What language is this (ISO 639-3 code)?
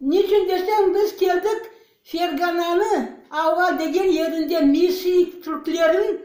crh